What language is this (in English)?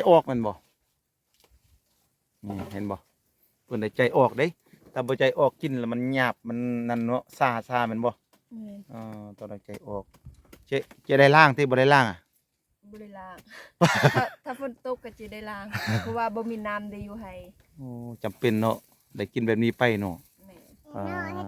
Lao